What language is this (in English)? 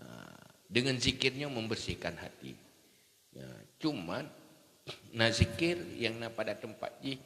Achinese